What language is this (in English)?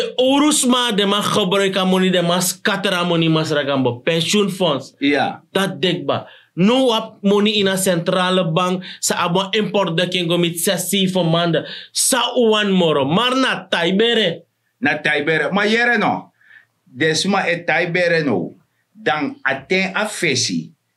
Sranan Tongo